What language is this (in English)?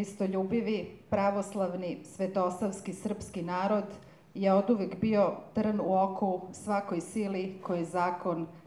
Serbian